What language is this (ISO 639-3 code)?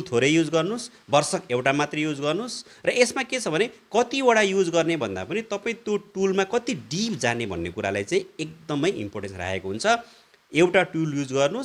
nep